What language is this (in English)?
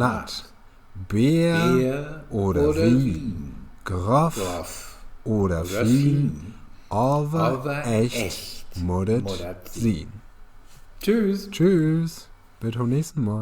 Low German